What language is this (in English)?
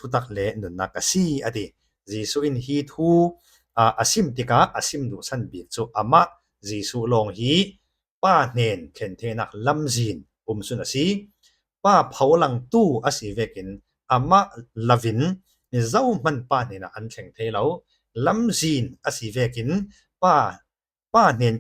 Falam Chin